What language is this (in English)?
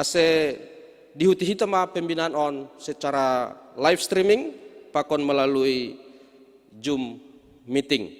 Batak Simalungun